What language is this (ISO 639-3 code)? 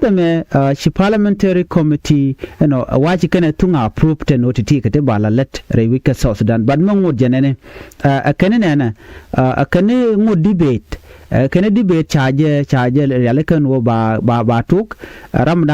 nus